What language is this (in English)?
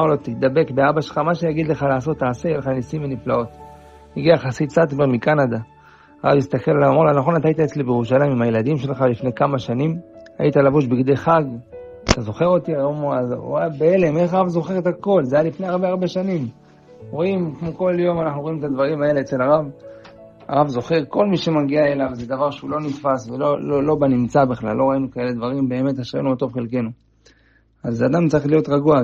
Hebrew